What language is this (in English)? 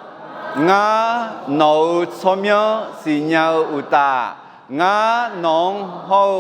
Akha